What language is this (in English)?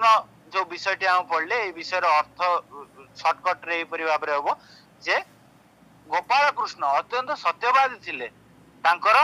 Odia